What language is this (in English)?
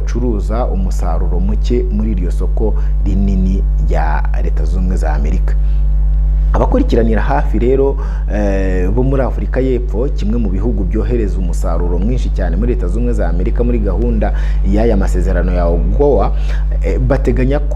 Kinyarwanda